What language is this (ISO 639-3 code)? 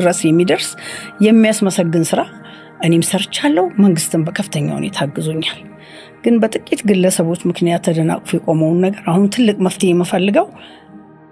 amh